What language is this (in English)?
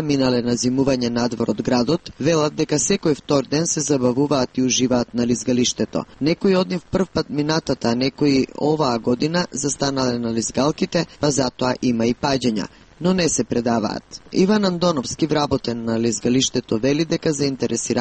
Macedonian